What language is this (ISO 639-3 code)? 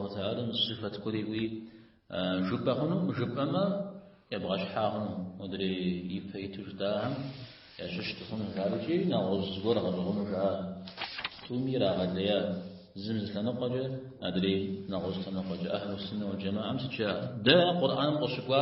kbd